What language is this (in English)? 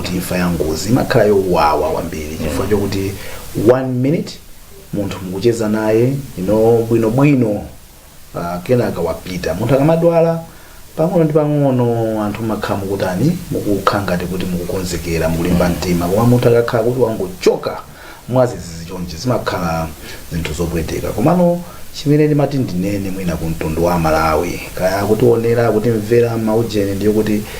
Nyanja